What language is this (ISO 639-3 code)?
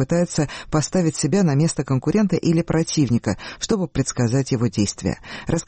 rus